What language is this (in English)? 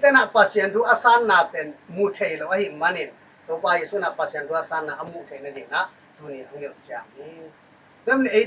Tedim Chin